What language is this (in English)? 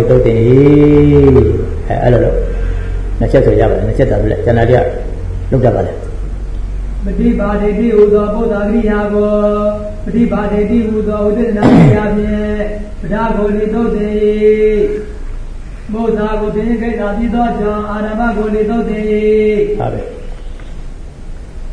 Burmese